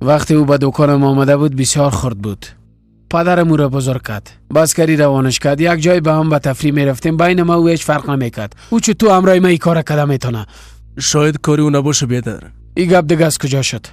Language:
Persian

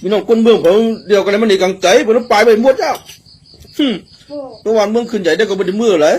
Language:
Shan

